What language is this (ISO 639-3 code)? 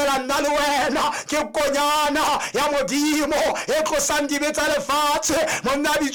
sot